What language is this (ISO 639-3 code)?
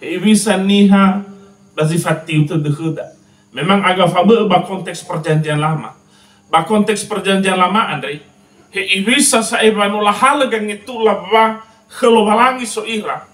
nia